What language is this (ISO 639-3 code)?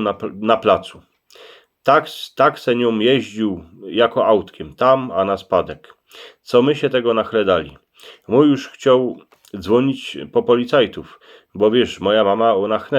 szl